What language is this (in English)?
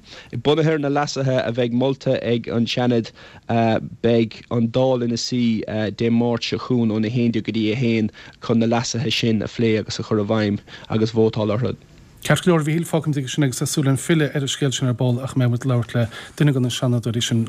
Irish